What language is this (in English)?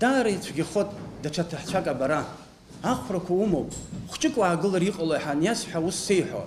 Abkhazian